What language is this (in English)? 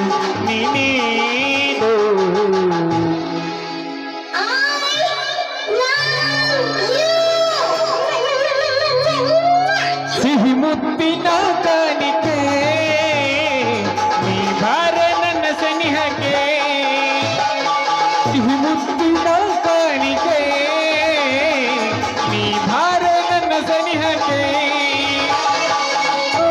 Kannada